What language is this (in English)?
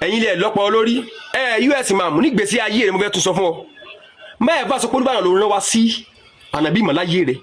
Yoruba